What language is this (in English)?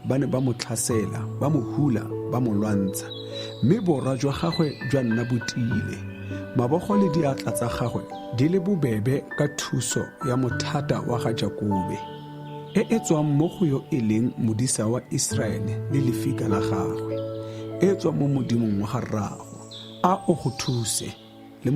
Tswana